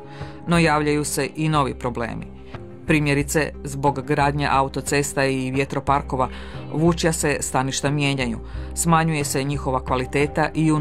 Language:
Croatian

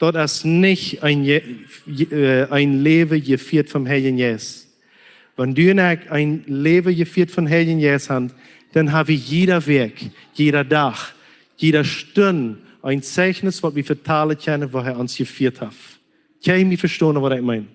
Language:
Plautdietsch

